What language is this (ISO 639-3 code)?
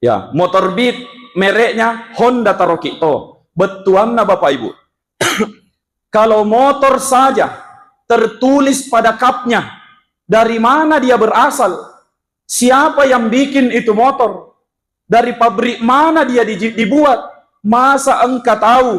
bug